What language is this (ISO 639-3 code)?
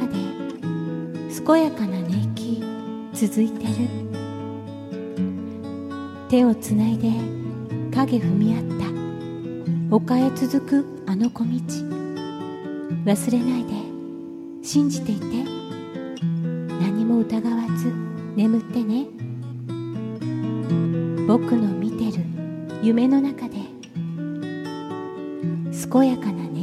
jpn